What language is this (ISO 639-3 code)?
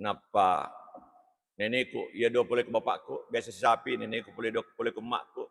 bug